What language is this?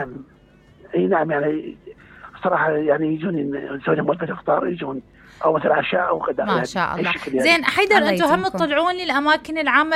Mesopotamian Arabic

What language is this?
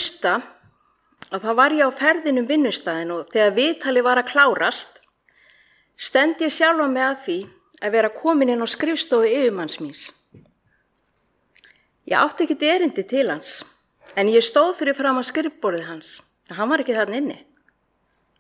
Icelandic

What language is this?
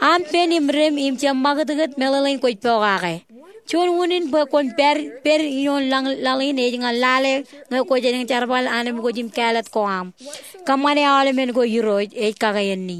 Marshallese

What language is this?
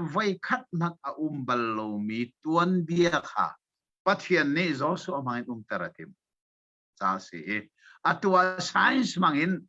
Hakha Chin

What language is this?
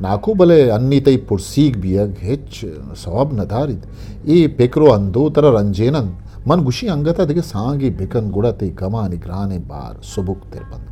Eastern Balochi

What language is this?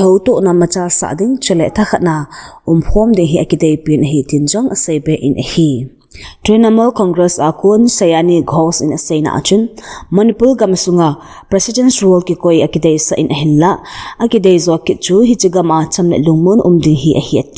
Thado Chin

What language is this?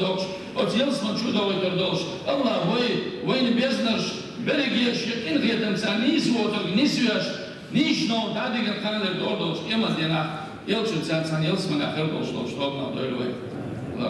Chechen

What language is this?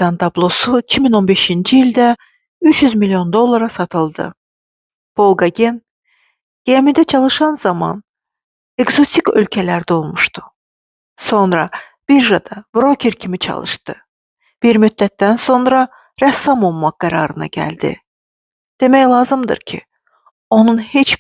Azerbaijani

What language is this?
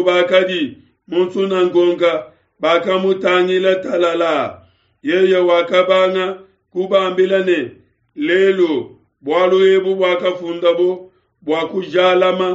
Luba-Lulua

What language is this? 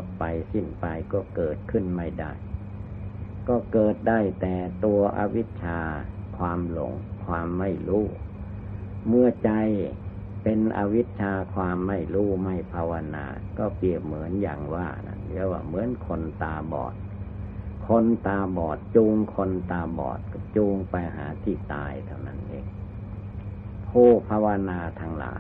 Thai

